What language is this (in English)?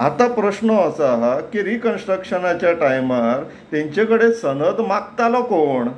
Konkani